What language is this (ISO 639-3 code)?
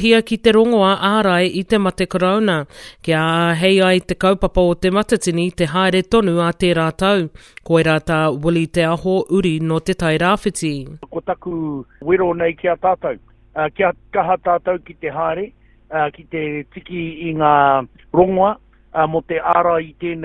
mri